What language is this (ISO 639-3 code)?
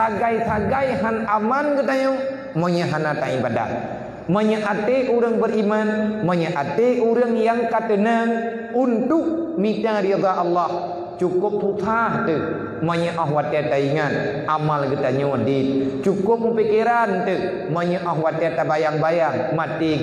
ace